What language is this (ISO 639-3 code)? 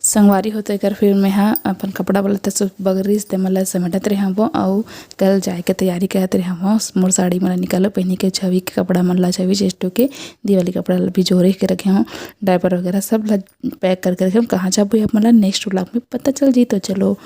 hne